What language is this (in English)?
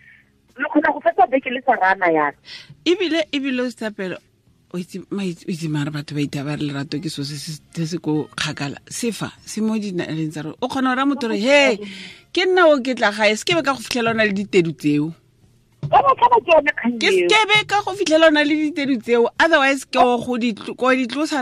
Tswana